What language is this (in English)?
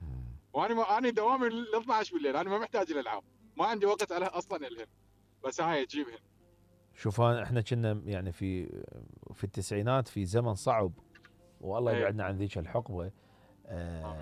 Mesopotamian Arabic